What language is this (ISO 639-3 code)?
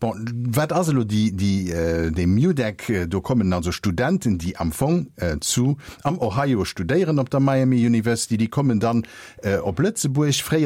ltz